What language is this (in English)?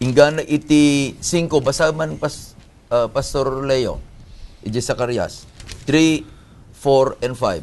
Iloko